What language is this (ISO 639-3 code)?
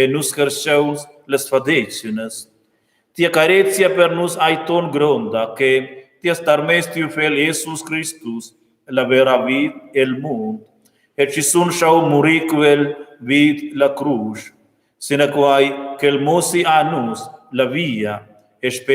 roh